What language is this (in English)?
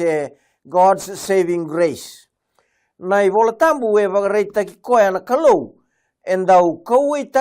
Fijian